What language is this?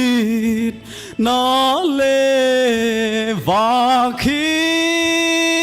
Paite Chin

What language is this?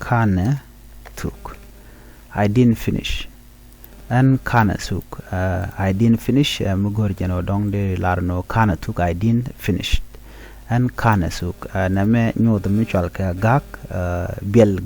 Nuer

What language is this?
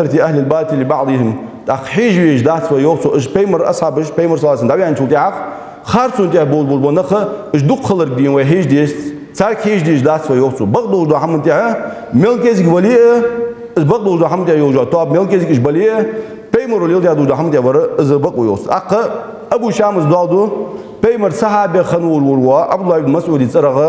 Ingush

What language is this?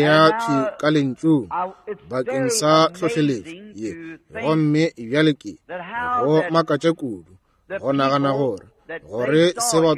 Northern Sotho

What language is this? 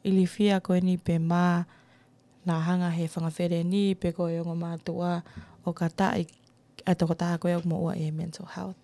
Tongan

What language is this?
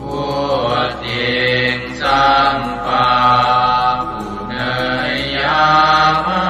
Pali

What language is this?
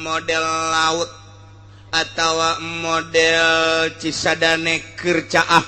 Sundanese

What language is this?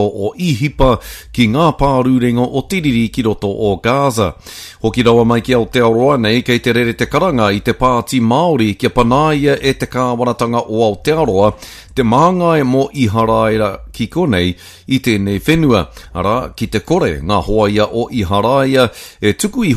Māori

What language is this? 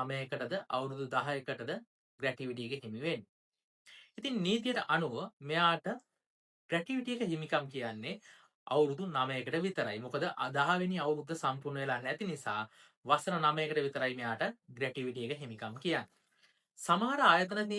Sinhala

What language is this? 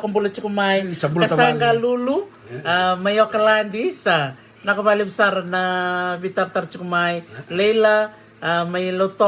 Fijian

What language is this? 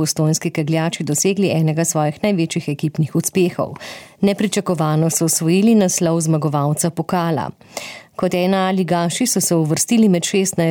Slovenian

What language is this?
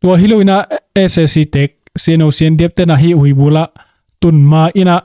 Tedim Chin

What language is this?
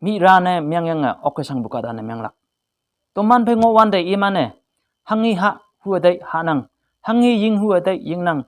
Konyak Naga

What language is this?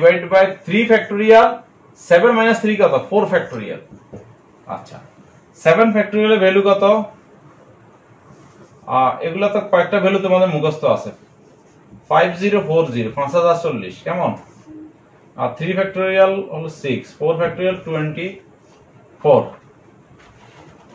Bangla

